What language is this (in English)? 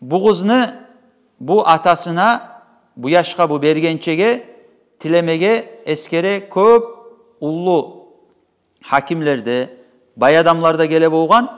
Kumyk